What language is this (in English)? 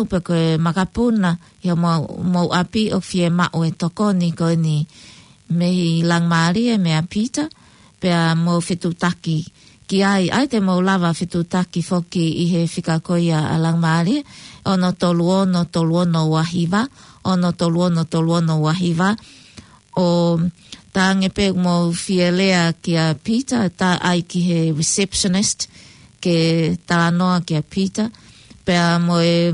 Tongan